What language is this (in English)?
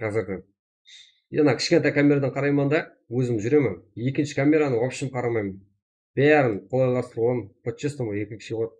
Kara-Kalpak